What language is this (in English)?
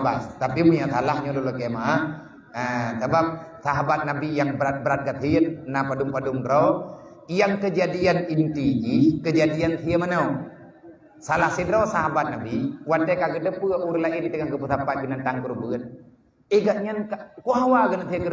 Achinese